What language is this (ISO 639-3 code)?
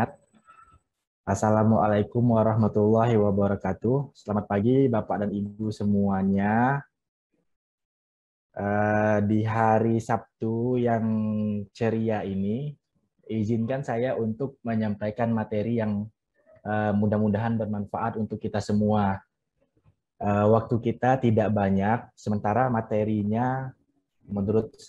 ind